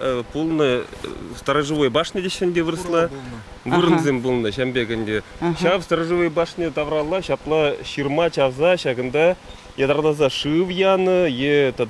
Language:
Chuvash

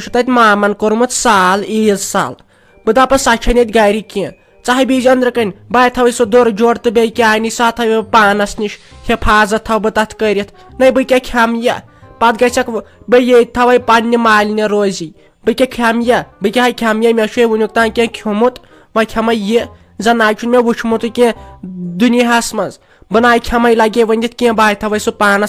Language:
Kashmiri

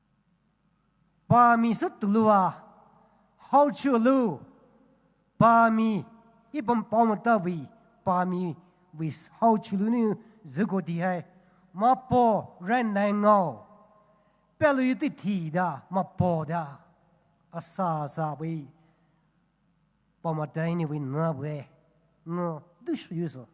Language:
Poumei Naga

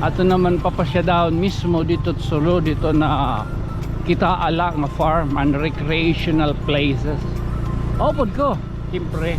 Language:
Waray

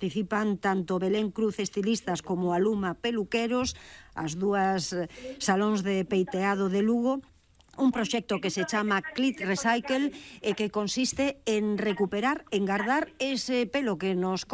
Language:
Galician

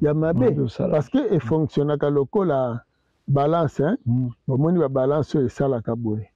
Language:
Lingala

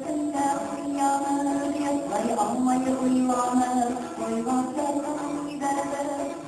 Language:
Bashkir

